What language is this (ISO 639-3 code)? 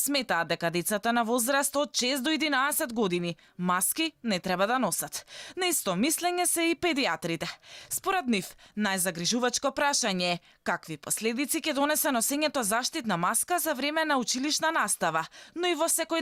mkd